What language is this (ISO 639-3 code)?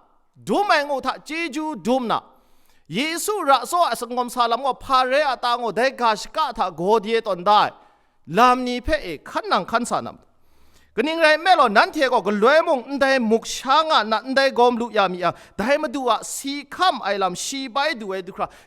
kac